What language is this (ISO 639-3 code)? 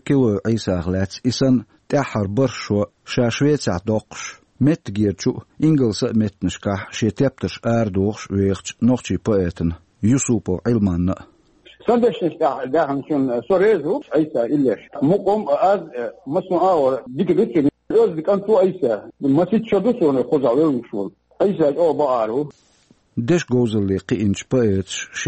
che